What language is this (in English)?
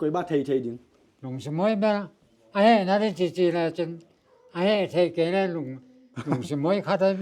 Tedim Chin